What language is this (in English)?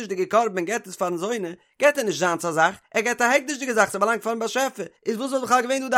Yiddish